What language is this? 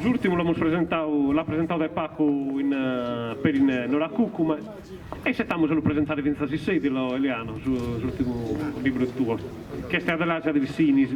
Sardinian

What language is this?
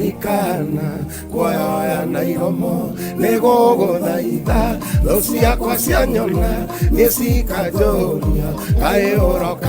Kikuyu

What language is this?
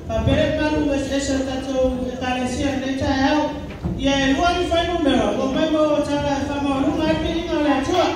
Samoan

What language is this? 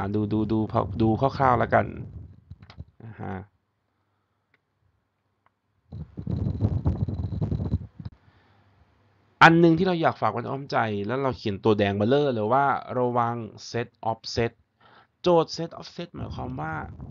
Thai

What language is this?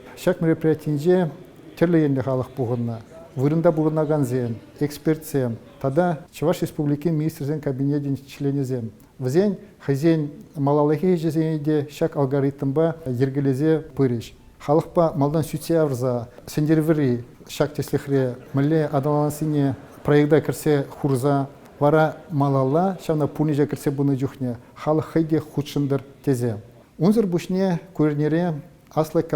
Chuvash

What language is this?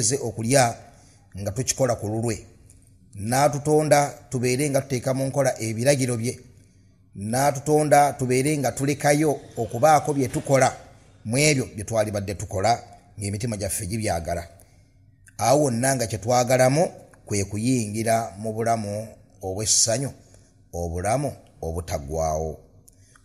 Ganda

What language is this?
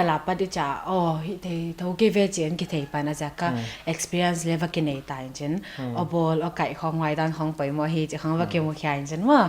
Paite Chin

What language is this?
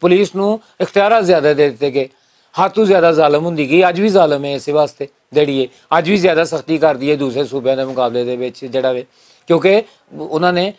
Western Panjabi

